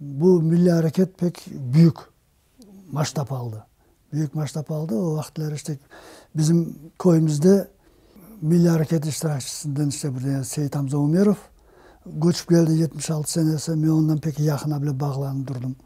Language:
Crimean Tatar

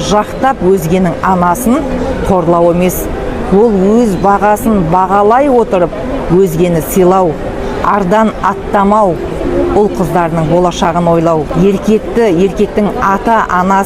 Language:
Kazakh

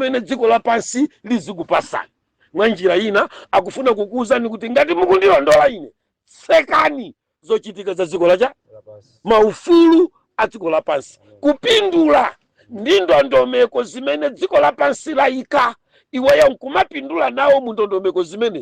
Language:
Nyanja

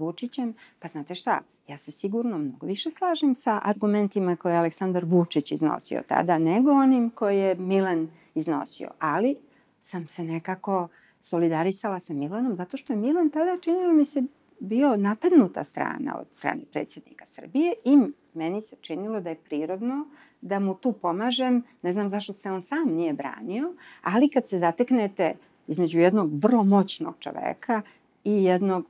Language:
Serbian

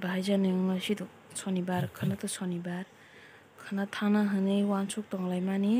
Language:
Kok Borok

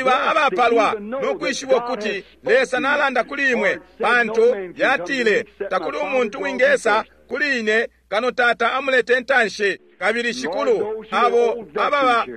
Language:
Bemba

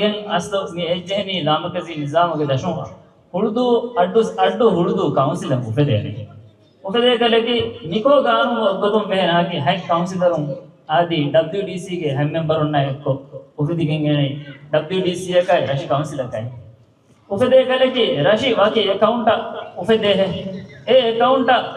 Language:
Divehi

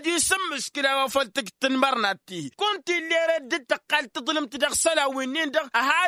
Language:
Tamasheq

